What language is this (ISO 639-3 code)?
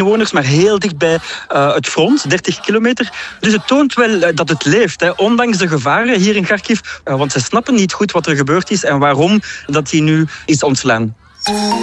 nld